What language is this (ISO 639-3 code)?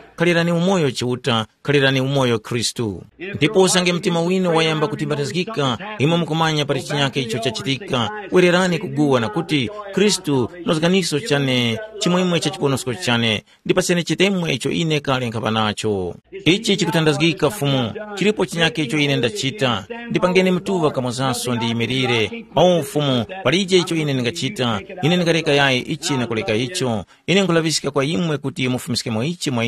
tum